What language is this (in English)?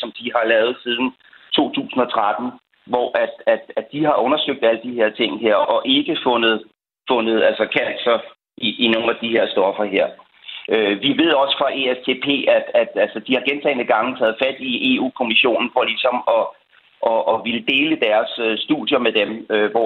Danish